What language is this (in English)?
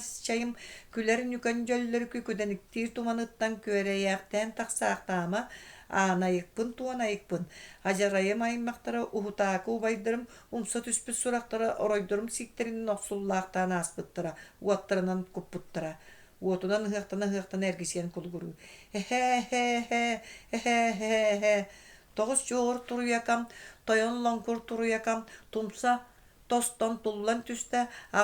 Yakut